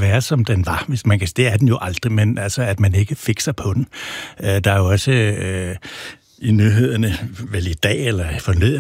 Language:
Danish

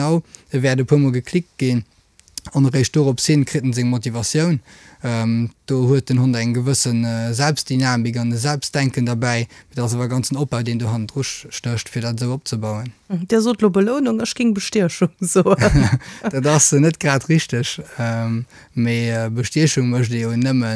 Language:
Luxembourgish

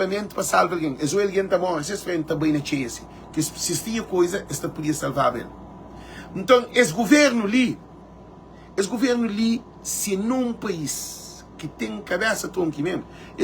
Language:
Kabuverdianu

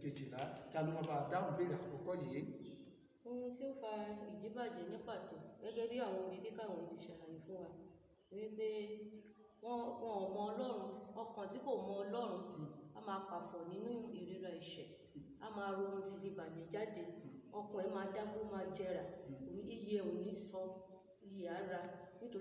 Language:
Yoruba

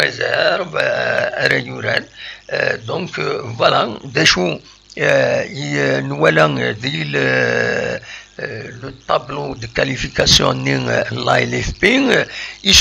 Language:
Kabyle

